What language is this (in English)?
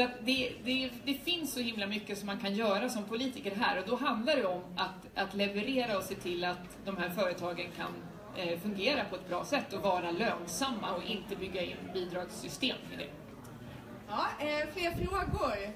Swedish